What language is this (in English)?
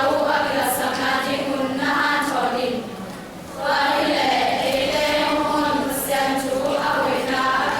Tedim Chin